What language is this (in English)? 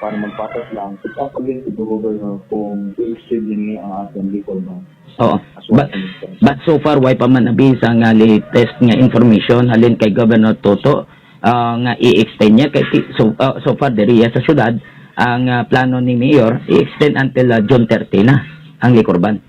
Hiligaynon